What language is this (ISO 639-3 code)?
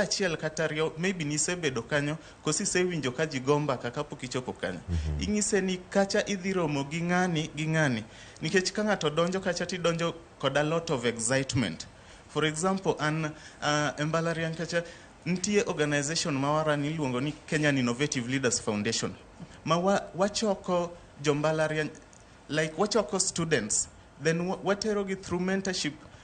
luo